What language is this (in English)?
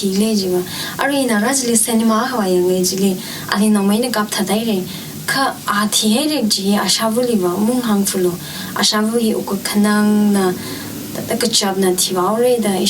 Tangkhul Naga (India)